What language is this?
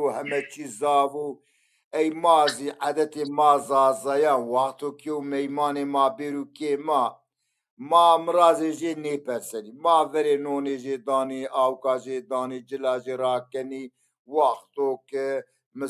Zaza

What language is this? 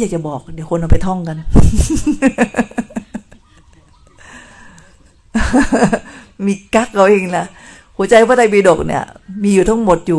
Thai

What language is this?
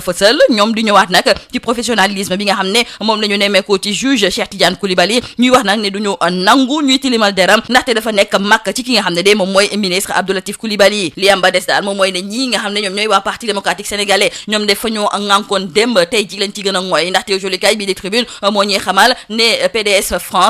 Wolof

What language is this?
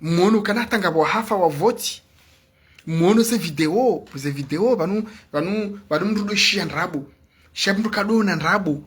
Ngazidja Comorian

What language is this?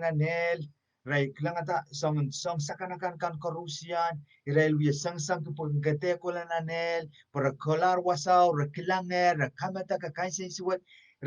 Pohnpeian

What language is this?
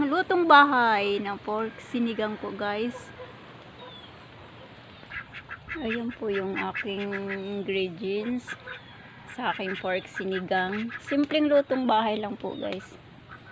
Filipino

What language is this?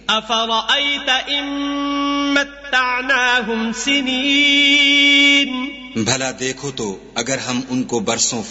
Urdu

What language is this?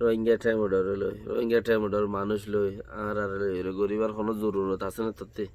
Rohingya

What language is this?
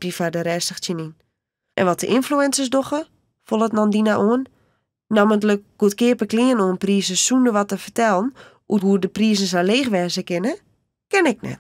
Western Frisian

